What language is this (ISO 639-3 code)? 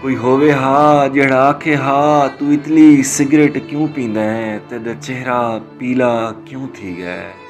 skr